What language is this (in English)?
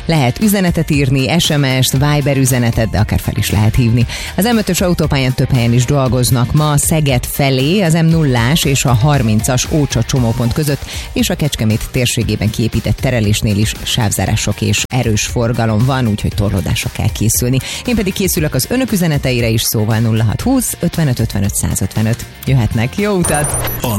Hungarian